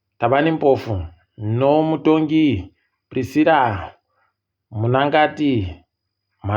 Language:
Ndau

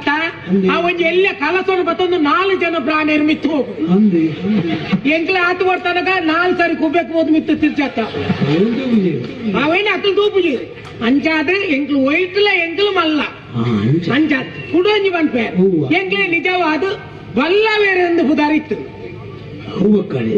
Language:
Tulu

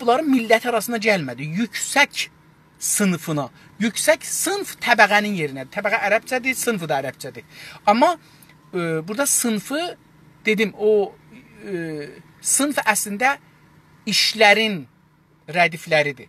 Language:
South Azerbaijani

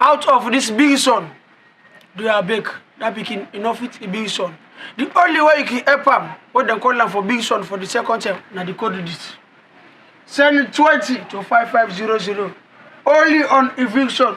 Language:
Krio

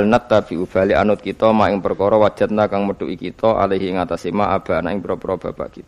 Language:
Javanese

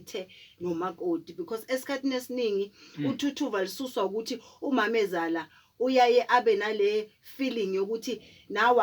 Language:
Zulu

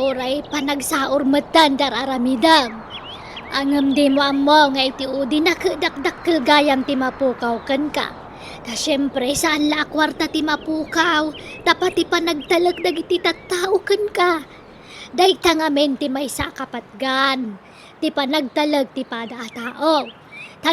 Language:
Iloko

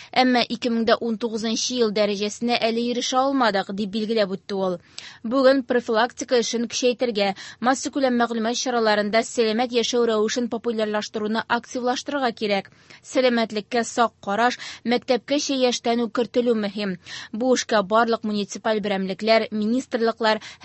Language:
Tatar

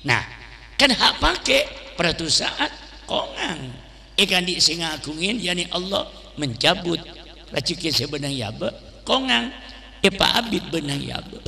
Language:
Madurese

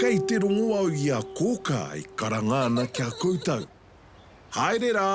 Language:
Māori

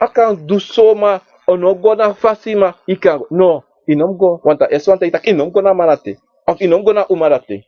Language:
Sranan Tongo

